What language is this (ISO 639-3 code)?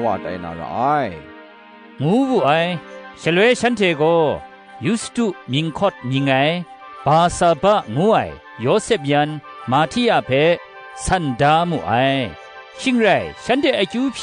kac